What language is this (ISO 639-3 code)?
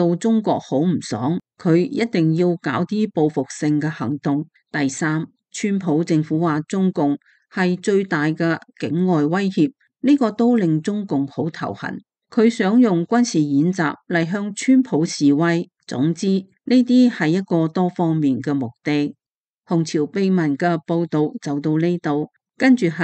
yue